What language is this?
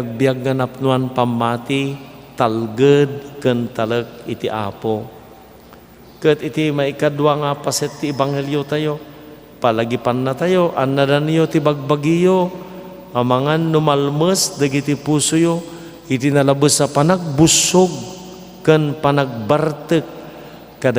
Iloko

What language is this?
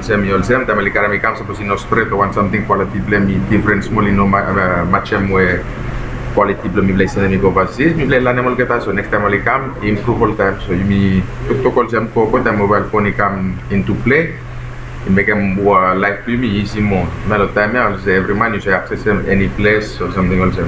Bislama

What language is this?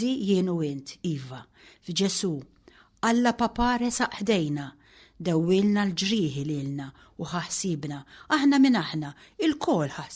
Maltese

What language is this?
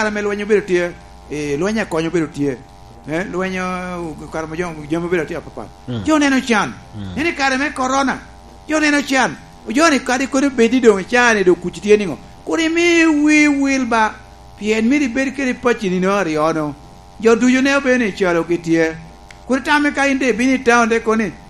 Lango (Uganda)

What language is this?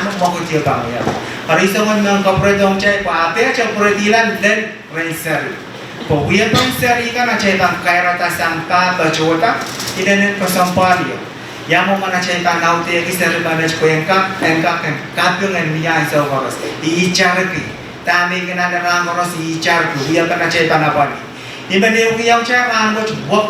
Pohnpeian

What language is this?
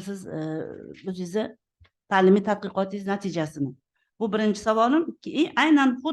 Uzbek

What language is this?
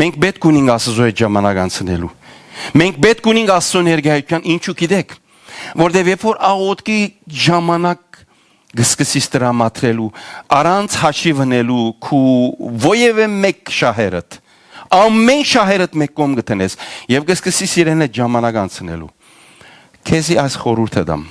Western Armenian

